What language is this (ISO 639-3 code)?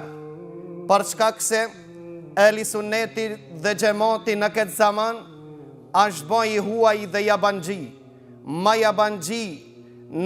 sqi